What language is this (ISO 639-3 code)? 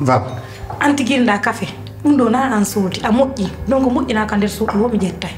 fuf